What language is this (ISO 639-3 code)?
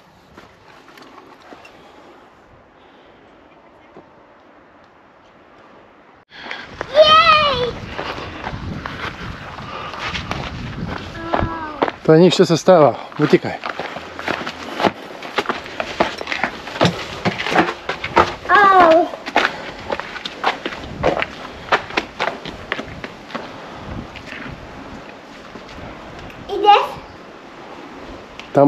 slk